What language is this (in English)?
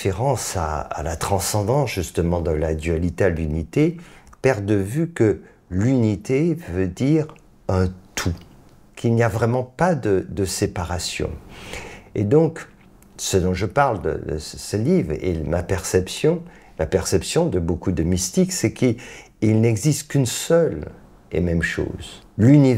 French